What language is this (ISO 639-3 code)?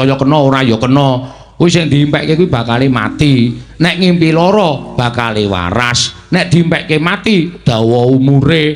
jav